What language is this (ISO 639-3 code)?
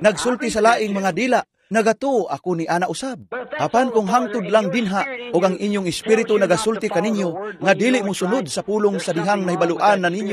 ceb